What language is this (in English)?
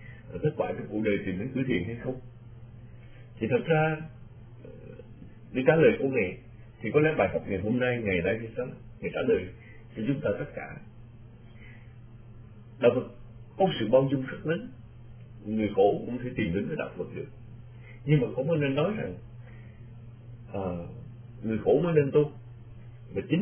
Vietnamese